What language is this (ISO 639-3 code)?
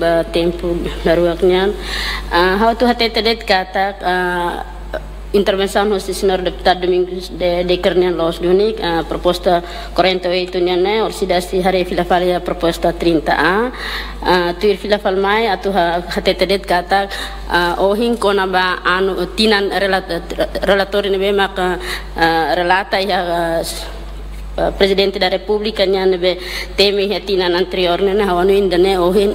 tet